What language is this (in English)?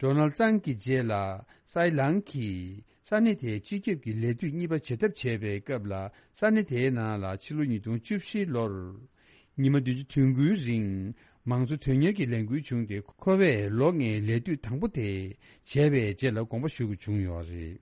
Tibetan